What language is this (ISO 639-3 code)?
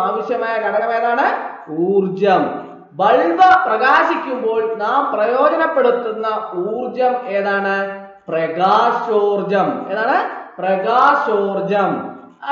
mal